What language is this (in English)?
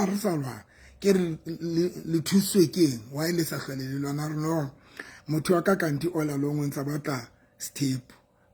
Southern Sotho